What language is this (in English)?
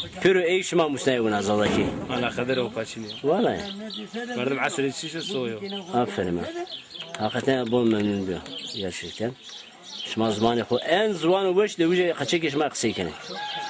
Zaza